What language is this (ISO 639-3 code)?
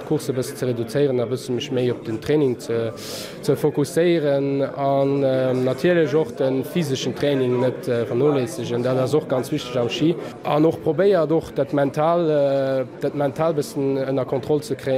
ltz